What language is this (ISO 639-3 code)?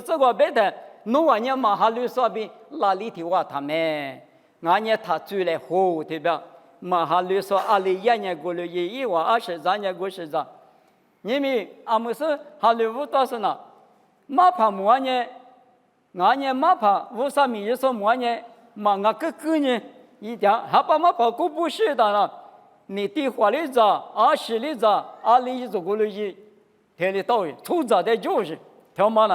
lis